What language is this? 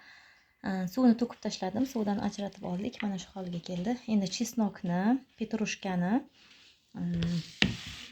Uzbek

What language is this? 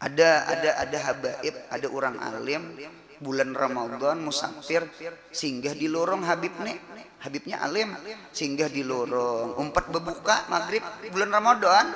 Banjar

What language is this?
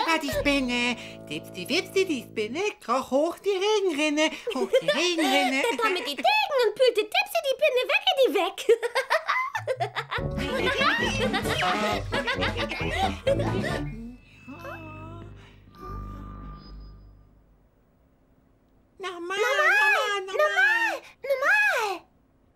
German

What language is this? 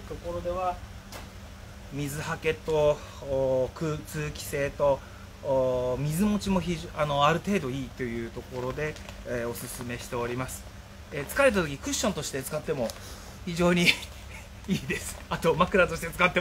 Japanese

